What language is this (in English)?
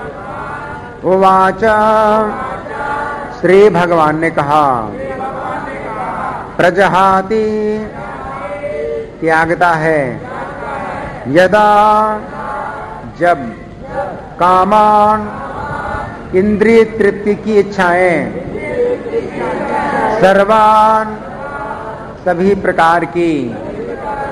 Hindi